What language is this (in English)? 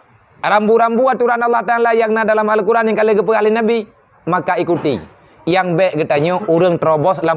Achinese